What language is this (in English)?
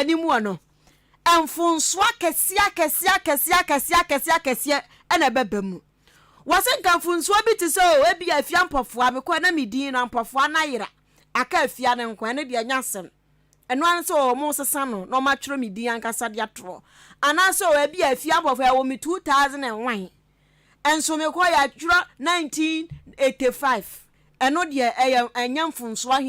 Akan